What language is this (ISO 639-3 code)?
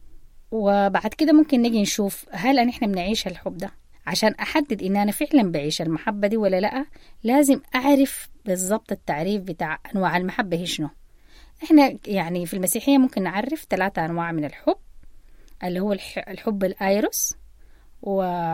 apd